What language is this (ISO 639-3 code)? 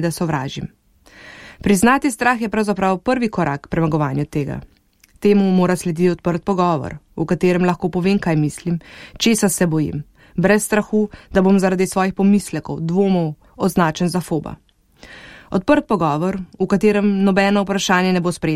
slv